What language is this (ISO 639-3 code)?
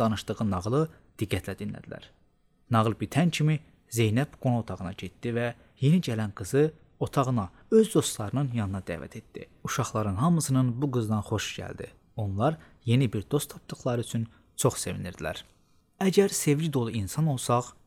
aze